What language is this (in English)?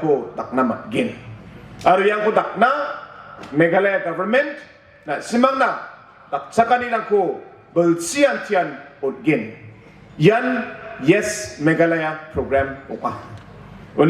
Garo